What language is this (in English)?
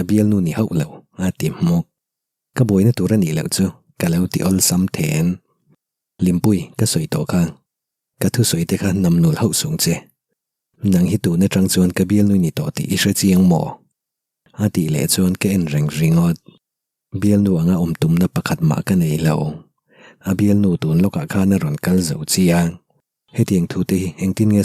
Mizo